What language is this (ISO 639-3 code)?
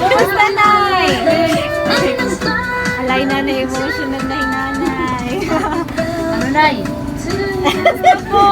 war